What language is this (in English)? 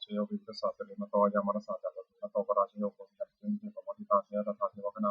Pali